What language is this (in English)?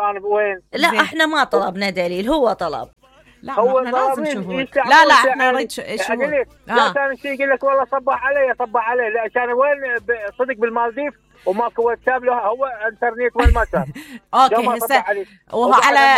Mesopotamian Arabic